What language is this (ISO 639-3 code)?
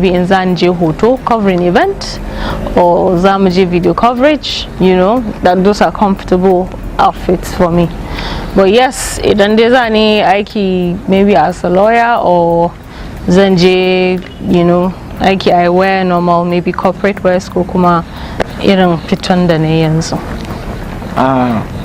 hau